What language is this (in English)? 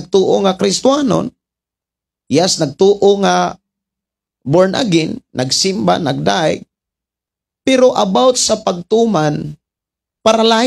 Cebuano